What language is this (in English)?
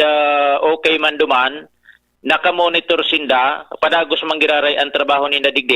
Bikol